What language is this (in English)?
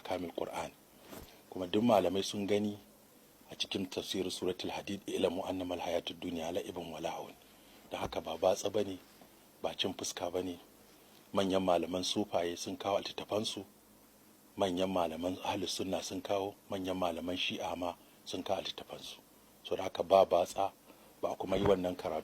Hausa